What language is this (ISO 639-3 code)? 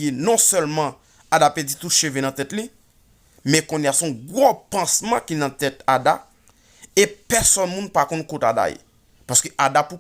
hat